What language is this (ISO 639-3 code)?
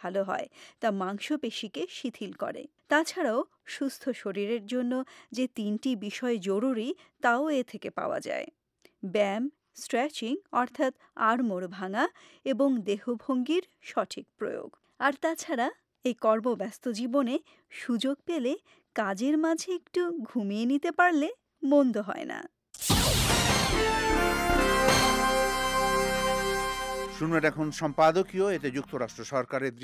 ben